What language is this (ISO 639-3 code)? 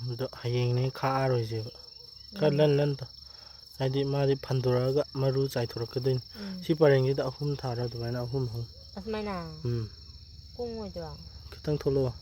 mni